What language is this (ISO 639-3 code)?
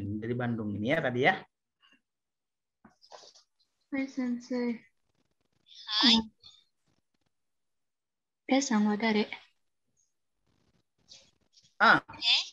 ind